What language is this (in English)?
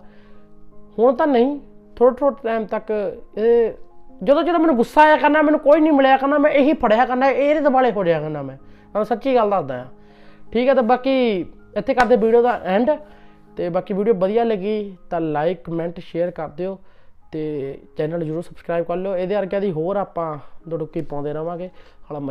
Punjabi